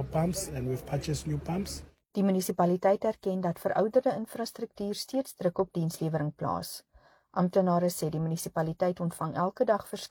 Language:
Afrikaans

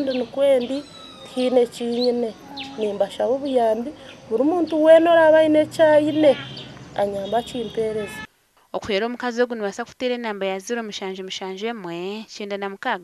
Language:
Nyankole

